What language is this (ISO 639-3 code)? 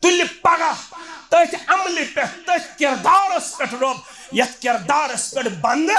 kas